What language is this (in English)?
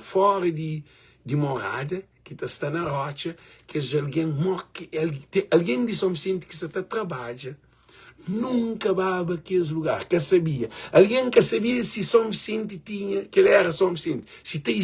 Kabuverdianu